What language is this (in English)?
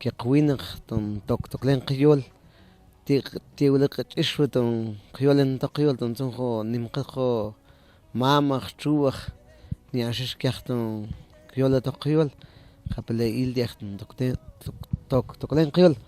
Mam